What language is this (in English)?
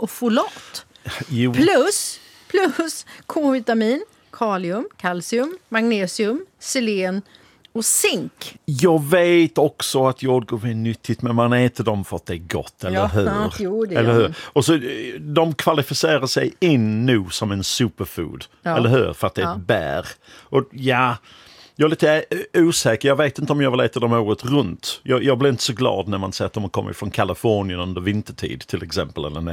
Swedish